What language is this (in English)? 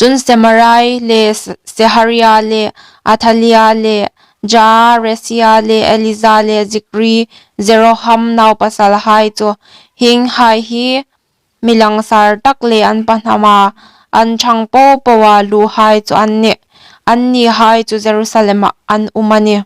Hmar